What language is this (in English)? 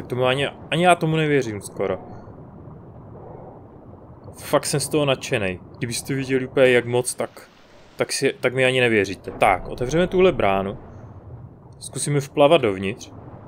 Czech